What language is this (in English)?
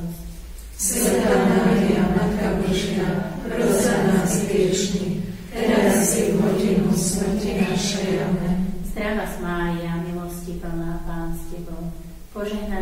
Slovak